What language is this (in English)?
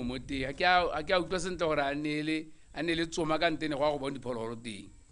Tswana